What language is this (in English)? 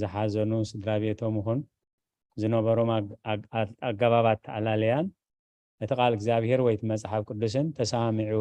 Tigrinya